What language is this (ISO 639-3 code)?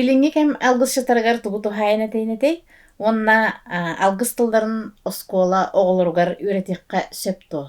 sah